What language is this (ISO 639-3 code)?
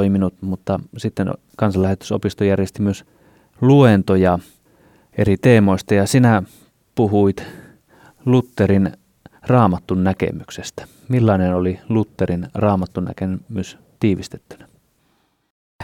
fin